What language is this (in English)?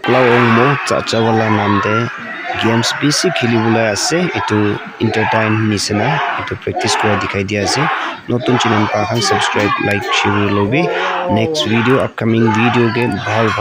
Naga Pidgin